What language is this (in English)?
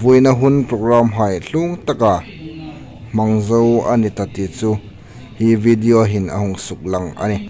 Hmar